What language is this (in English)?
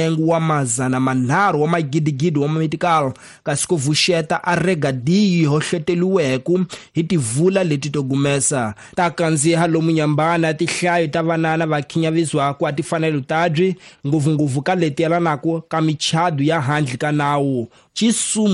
Tsonga